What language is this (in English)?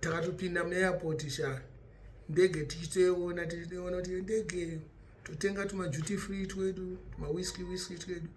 Shona